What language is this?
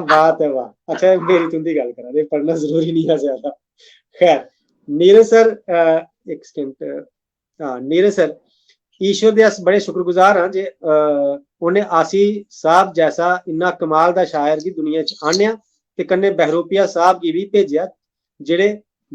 Dogri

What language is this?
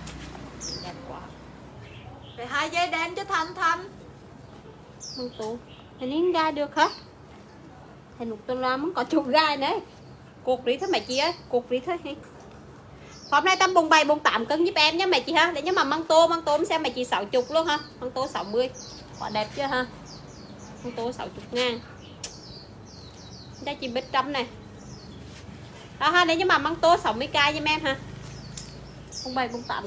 Vietnamese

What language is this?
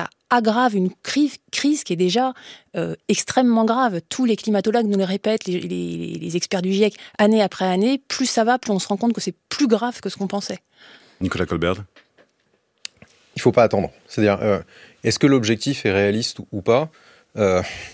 French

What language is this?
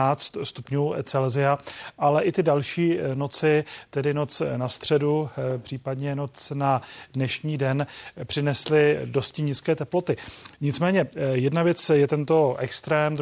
Czech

